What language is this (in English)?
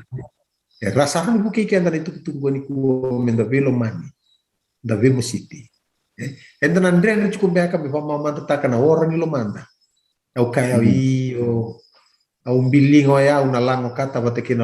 Fijian